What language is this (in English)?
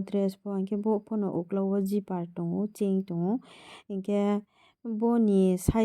Riang (India)